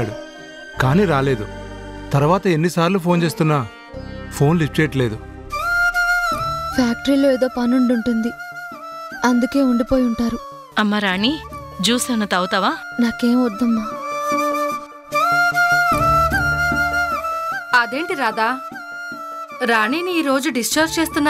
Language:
Telugu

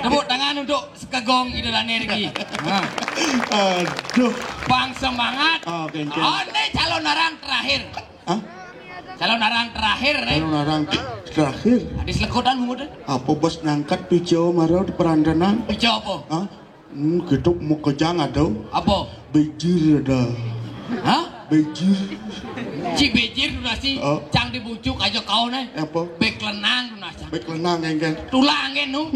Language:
Balinese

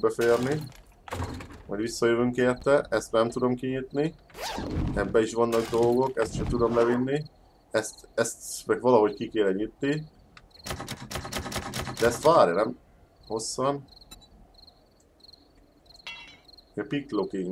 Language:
Hungarian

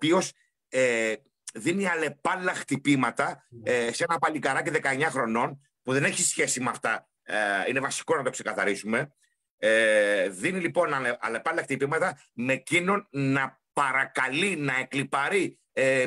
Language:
Greek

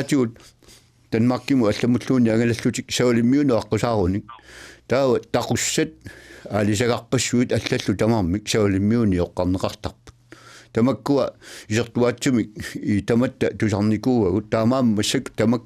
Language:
Kalaallisut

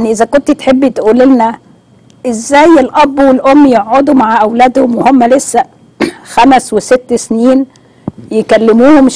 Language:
Egyptian Arabic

